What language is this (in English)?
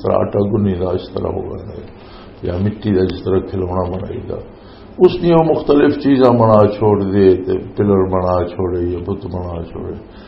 Western Panjabi